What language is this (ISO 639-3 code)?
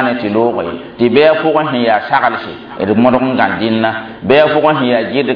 mos